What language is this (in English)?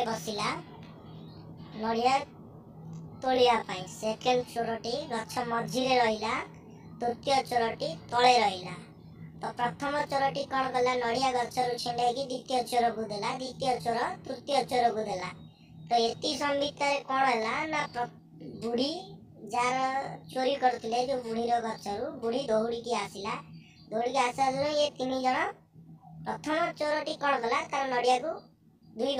Odia